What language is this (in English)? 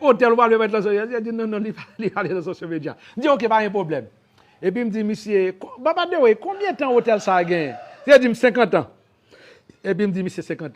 Haitian Creole